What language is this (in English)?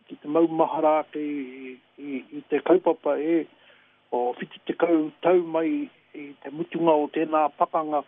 Māori